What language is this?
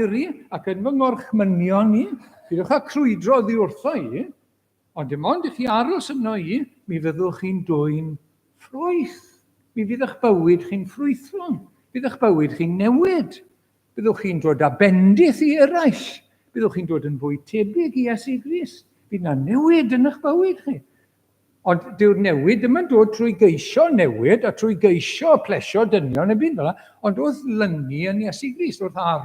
Welsh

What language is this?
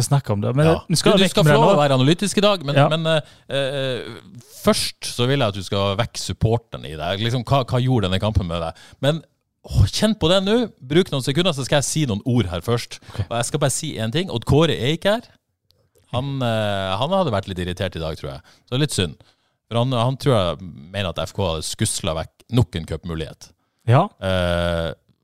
Norwegian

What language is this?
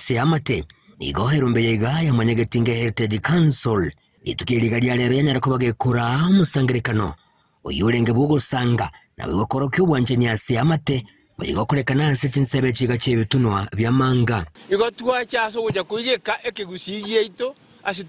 Gusii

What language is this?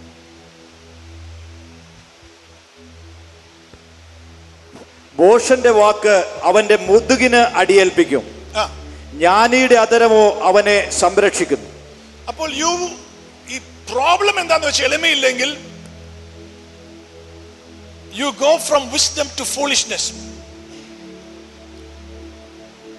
Malayalam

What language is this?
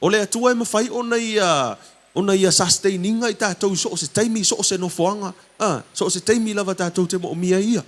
Samoan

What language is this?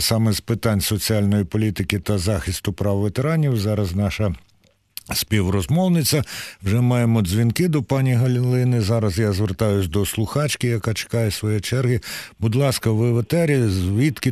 Ukrainian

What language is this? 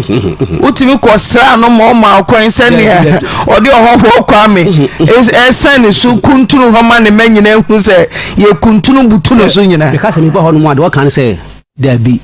Akan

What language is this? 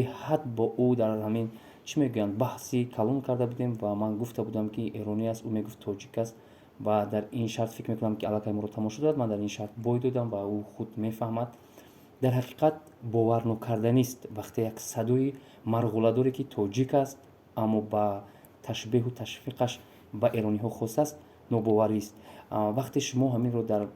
Tajik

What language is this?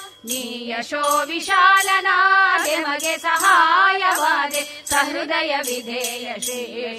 Kannada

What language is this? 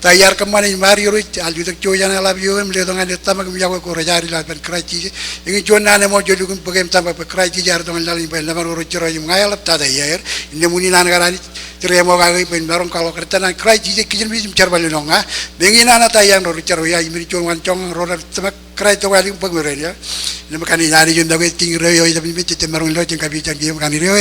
Marshallese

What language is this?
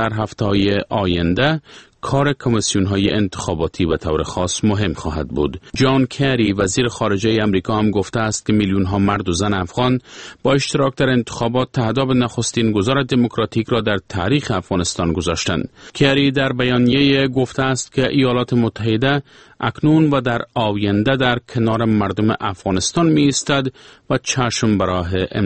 Persian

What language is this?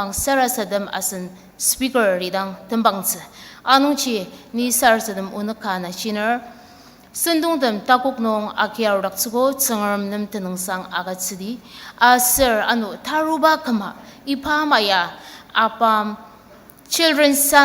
Ao Naga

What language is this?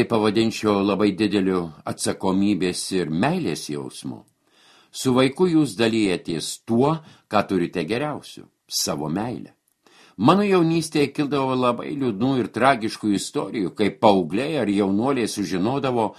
Lithuanian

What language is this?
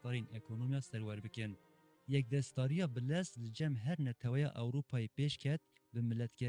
Kurdish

